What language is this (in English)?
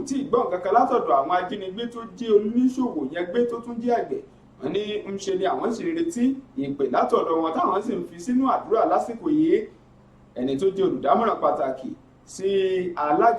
Yoruba